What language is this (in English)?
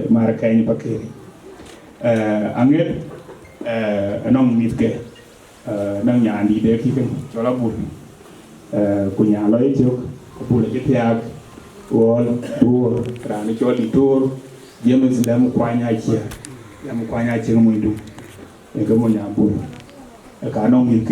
Dinka